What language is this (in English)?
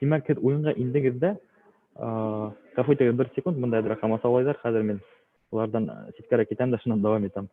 Bashkir